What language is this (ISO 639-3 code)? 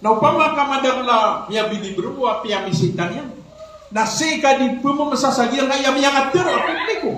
mrw